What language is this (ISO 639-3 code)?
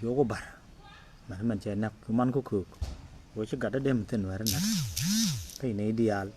nus